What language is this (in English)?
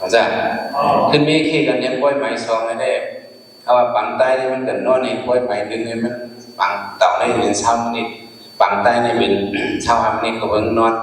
Shan